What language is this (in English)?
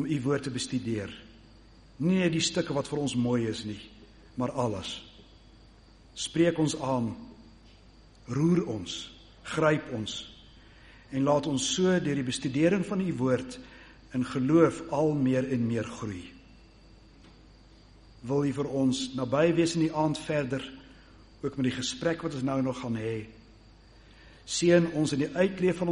Afrikaans